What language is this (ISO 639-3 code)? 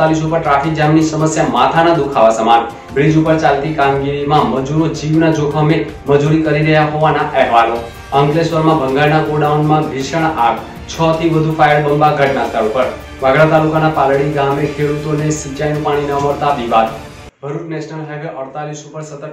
guj